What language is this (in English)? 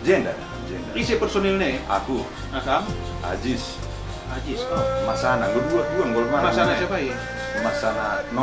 Batak Karo